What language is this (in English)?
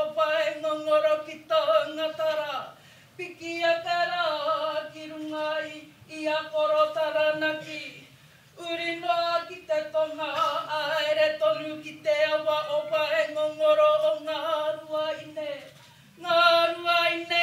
Māori